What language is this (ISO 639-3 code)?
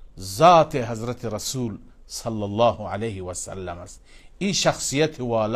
fas